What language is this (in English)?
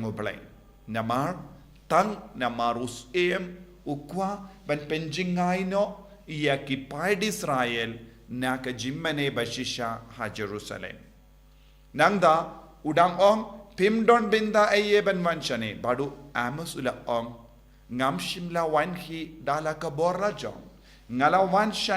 Khasi